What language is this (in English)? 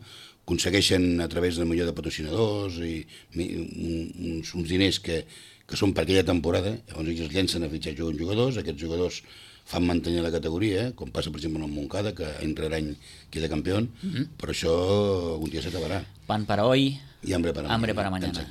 Catalan